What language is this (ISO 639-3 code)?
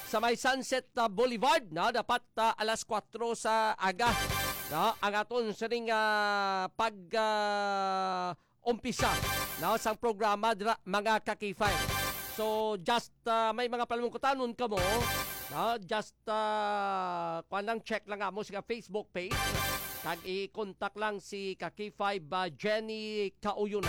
hil